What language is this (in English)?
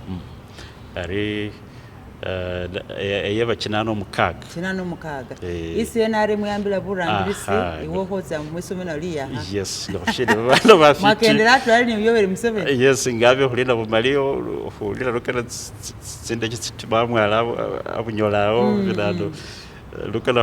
Masaaba